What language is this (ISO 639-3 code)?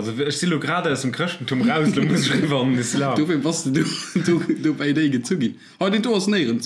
ltz